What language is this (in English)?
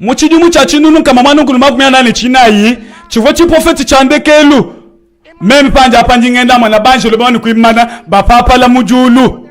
Luba-Lulua